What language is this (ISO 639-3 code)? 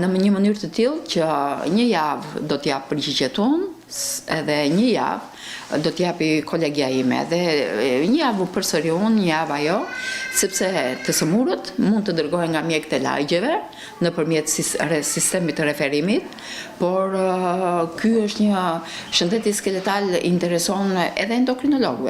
sqi